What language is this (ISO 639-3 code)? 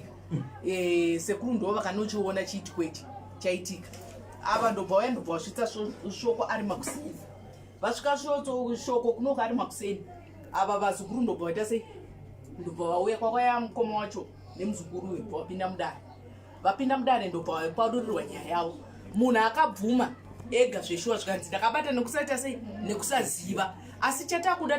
sna